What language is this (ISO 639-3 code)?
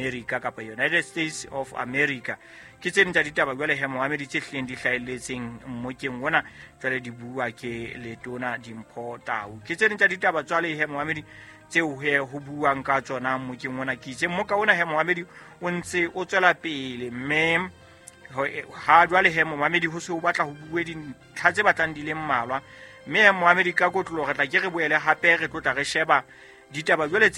sot